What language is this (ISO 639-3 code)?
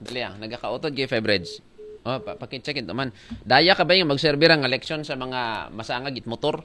akl